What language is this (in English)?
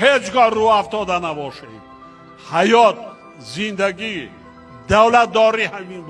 Tajik